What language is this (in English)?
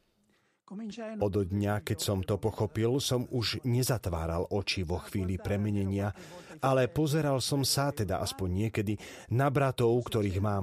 Slovak